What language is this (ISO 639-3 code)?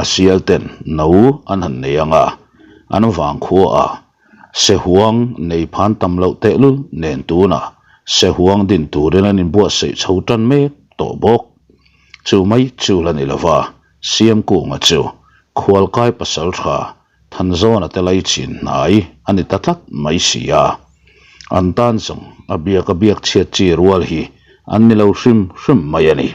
lus